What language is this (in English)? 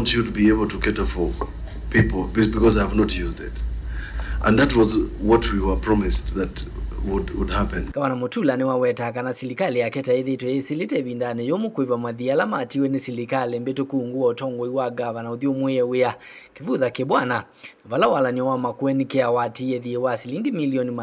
Kamba